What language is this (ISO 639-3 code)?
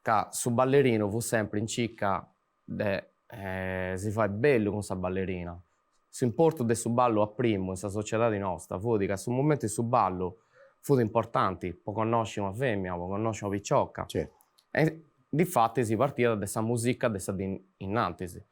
srd